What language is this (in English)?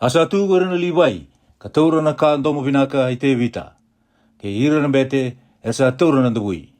Fijian